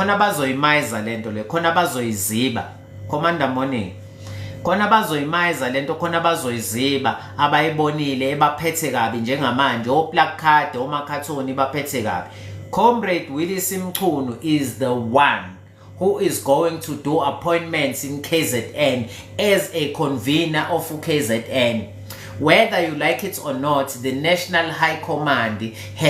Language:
Zulu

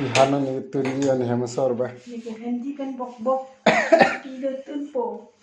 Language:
Karbi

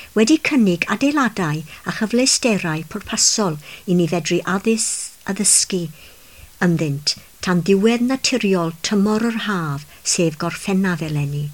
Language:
Welsh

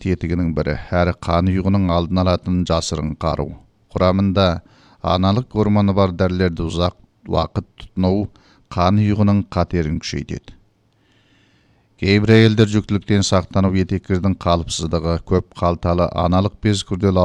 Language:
Kazakh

